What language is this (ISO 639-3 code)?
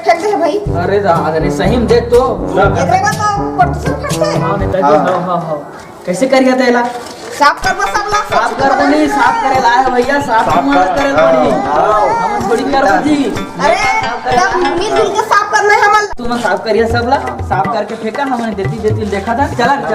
hne